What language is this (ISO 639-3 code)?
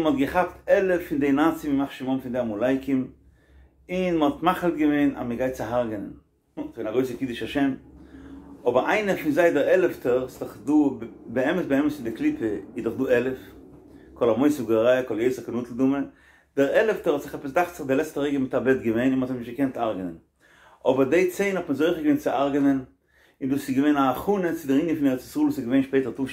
yid